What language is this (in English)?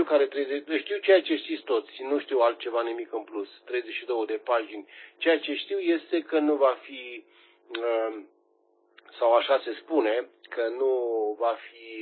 Romanian